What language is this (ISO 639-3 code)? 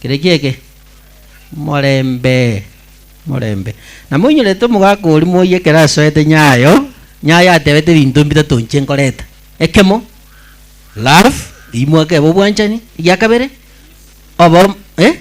guz